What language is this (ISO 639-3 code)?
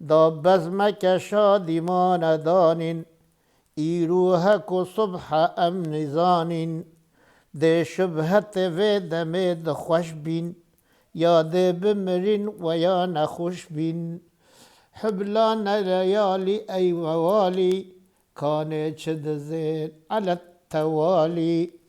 kur